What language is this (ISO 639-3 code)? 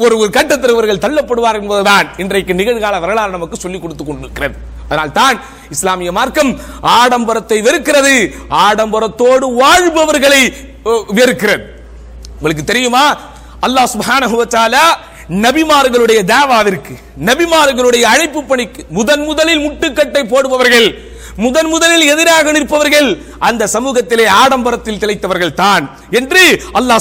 tam